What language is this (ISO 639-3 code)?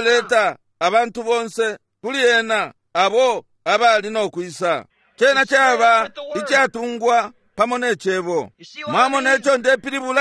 bem